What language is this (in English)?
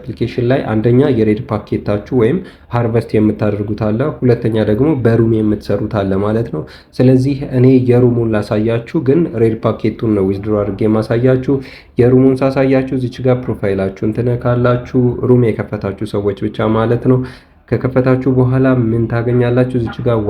Amharic